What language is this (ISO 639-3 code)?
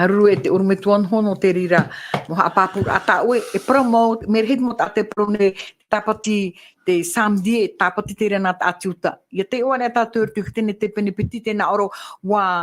tah